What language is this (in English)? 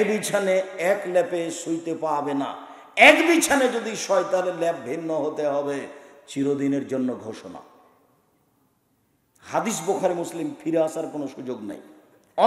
Bangla